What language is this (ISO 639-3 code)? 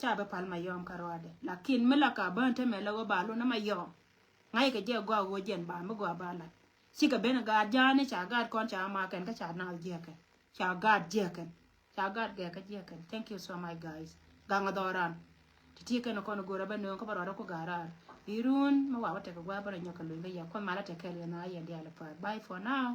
nus